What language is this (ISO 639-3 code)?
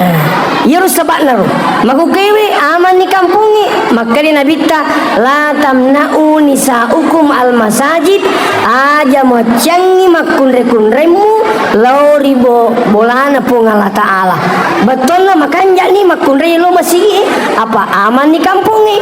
bug